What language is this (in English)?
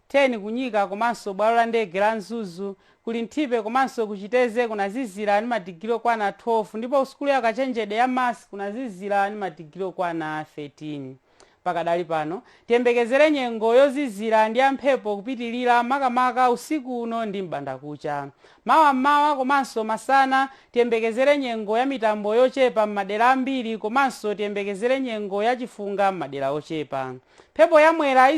Nyanja